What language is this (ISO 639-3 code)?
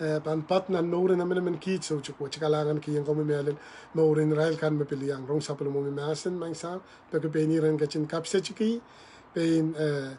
pon